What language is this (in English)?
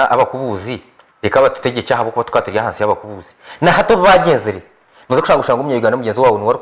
Nyankole